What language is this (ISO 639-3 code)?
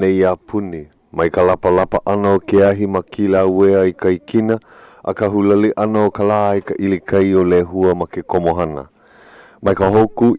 haw